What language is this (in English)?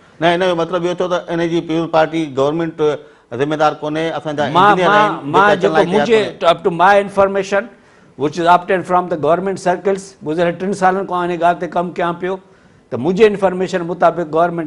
Sindhi